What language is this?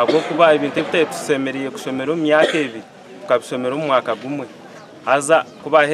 Nyankole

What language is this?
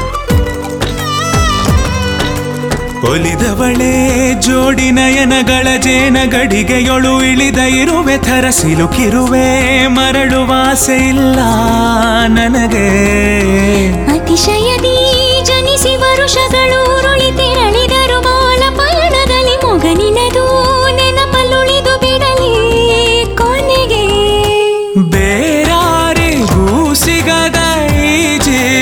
Kannada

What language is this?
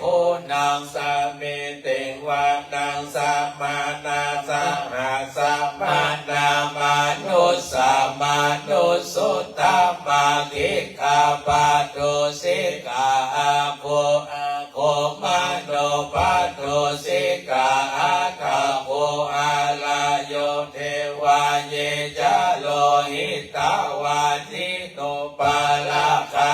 Pali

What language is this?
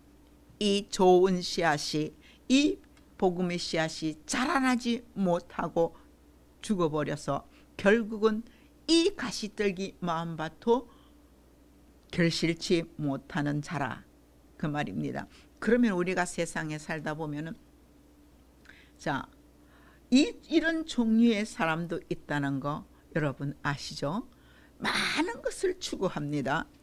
Korean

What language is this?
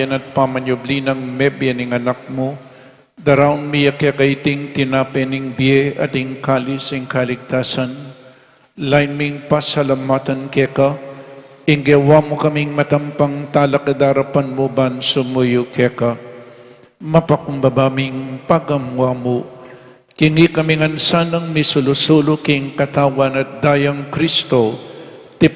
Pampanga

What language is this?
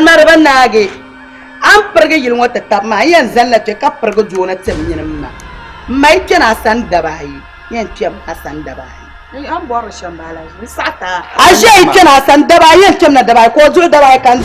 Dagbani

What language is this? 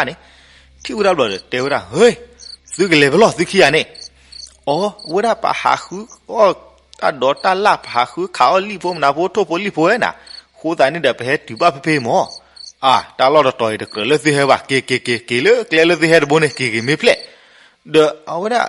S'gaw Karen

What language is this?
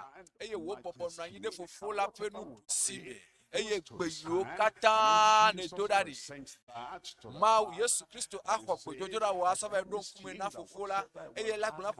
Ewe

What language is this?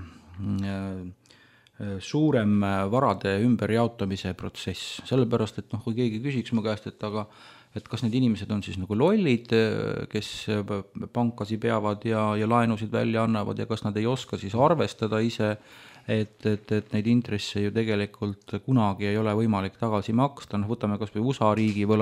Estonian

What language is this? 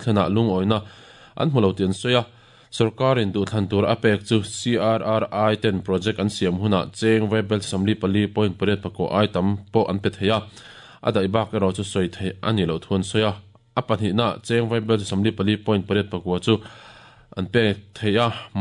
Mizo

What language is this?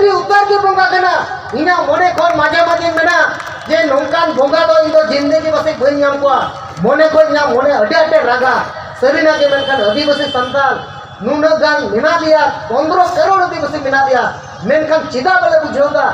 Santali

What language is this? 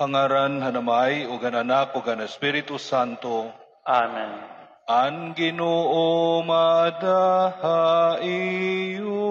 Waray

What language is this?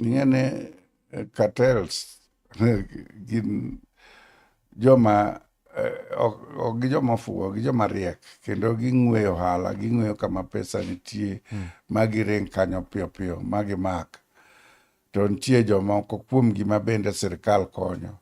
Luo (Kenya and Tanzania)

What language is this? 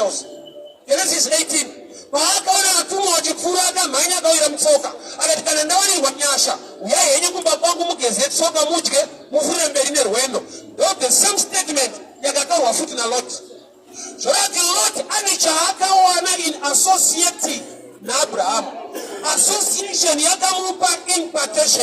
Shona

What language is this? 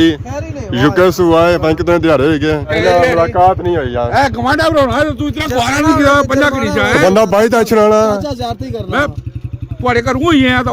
Pahari-Potwari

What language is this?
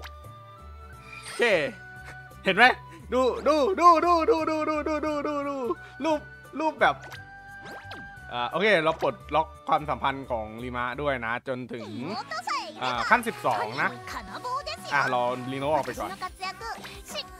Thai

